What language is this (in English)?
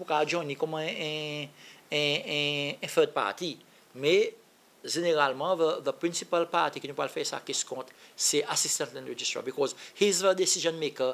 Seselwa Creole French